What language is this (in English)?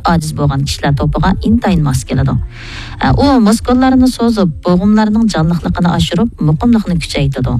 Uyghur